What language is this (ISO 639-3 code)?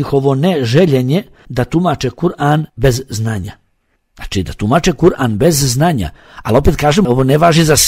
bos